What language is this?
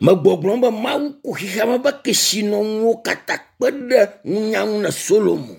Ewe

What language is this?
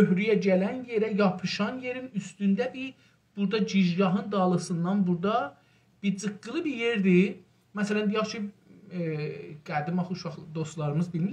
South Azerbaijani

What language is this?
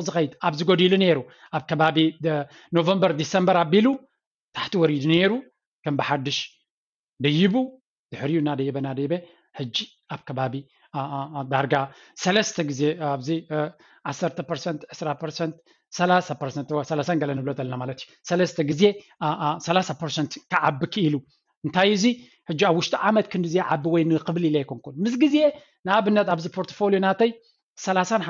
Tigrinya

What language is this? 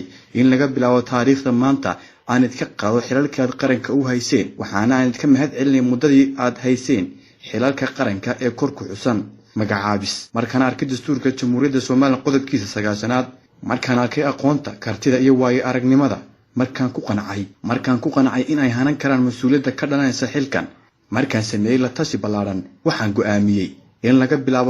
Somali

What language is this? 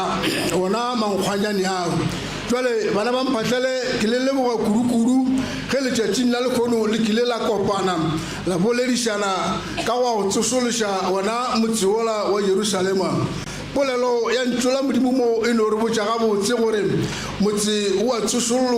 Northern Sotho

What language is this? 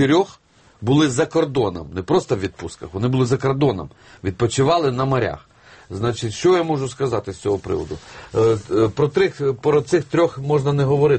Ukrainian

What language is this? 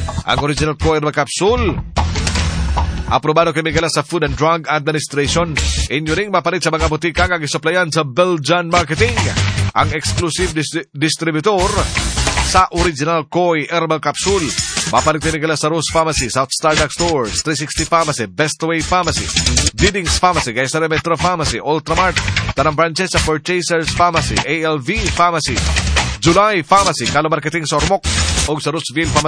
Cebuano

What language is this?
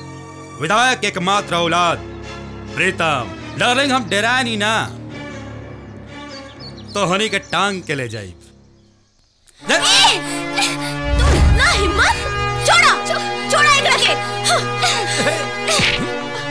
Bhojpuri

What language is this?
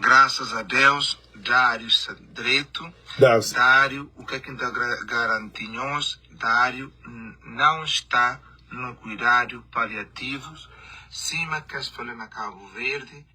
Kabuverdianu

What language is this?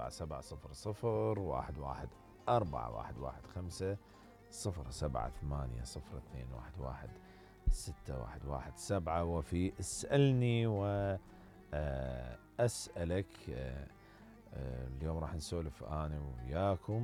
Mesopotamian Arabic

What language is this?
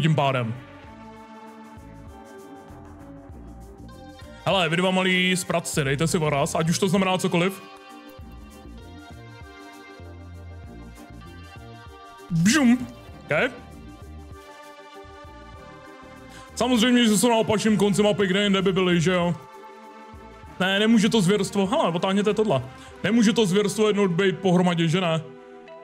Czech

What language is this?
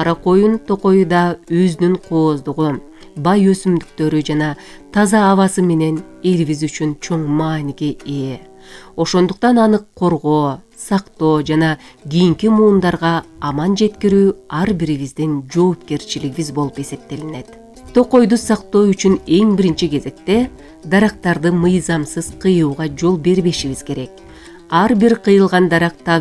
Kyrgyz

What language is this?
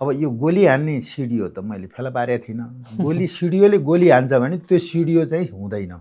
Nepali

